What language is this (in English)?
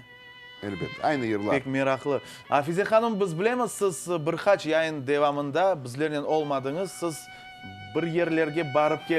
Crimean Tatar